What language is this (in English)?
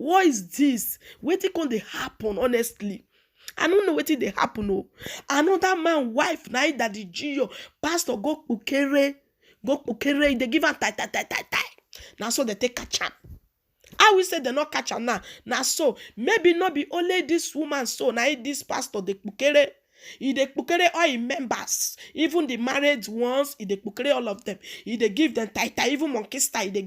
Nigerian Pidgin